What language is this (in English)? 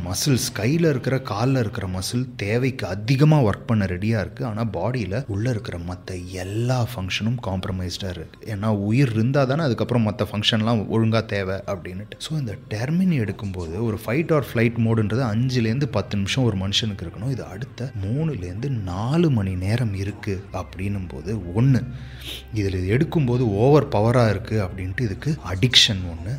Tamil